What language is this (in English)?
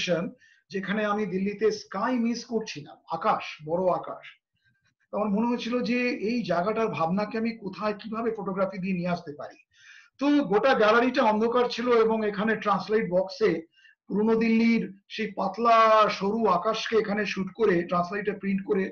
Bangla